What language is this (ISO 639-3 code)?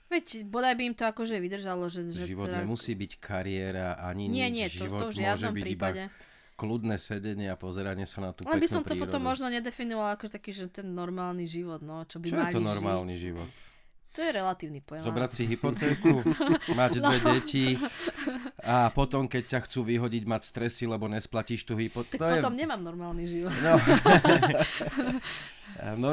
slk